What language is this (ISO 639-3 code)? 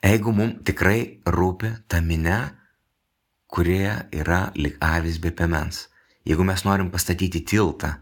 lit